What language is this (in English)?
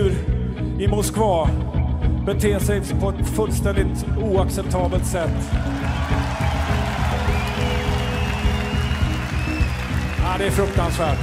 Swedish